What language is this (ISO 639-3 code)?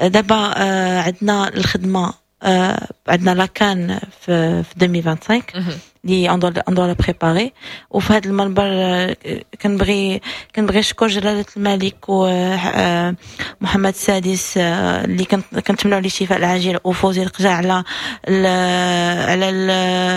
ary